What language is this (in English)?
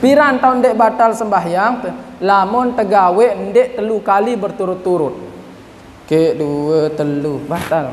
Sasak